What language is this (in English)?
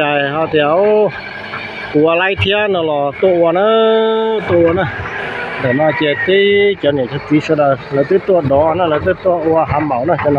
Hmong